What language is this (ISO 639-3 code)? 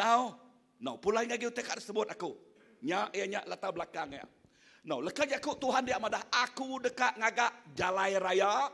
iba